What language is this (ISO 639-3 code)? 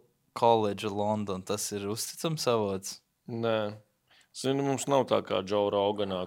lav